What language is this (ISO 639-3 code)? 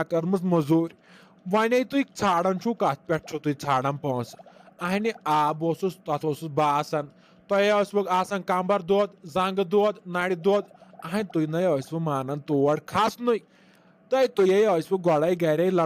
kas